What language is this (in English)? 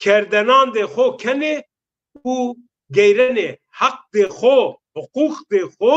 Zaza